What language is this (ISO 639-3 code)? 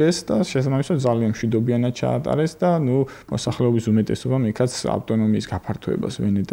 kat